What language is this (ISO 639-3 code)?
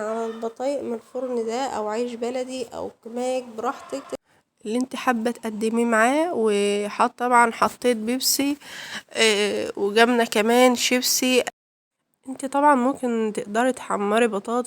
arz